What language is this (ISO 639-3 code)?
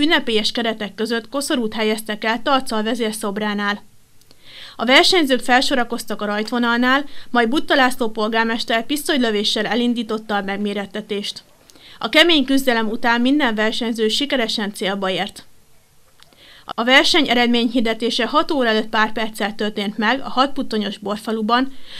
hun